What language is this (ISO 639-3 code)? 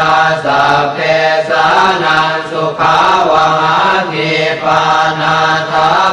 pli